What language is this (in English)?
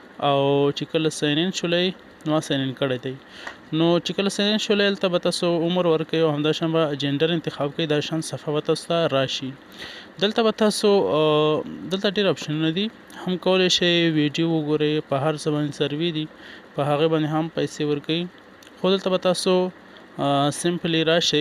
Pashto